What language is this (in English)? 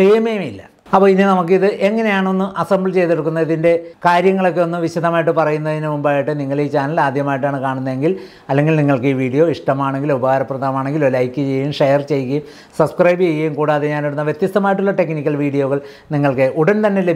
Malayalam